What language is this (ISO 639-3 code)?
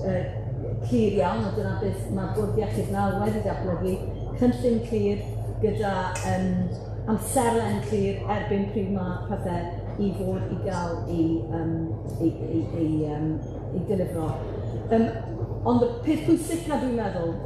cym